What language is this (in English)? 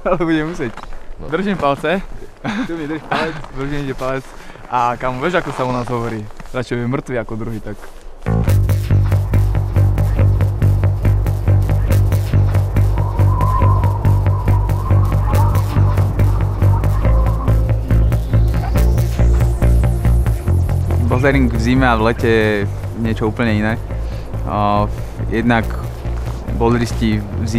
Slovak